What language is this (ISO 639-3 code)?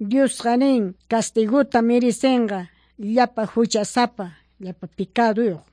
que